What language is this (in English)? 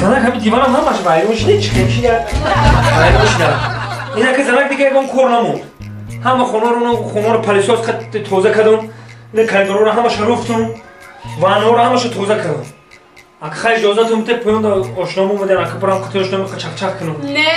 Tajik